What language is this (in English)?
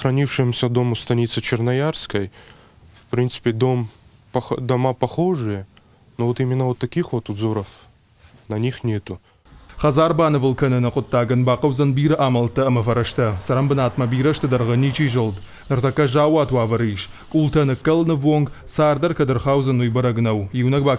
Ossetic